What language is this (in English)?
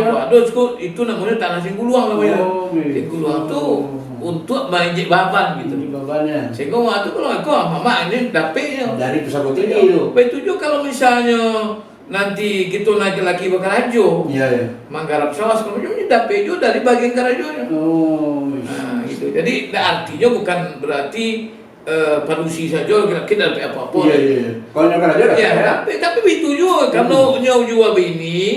Minangkabau